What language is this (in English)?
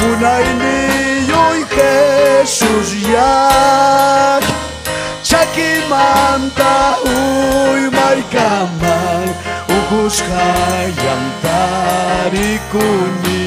Ayacucho Quechua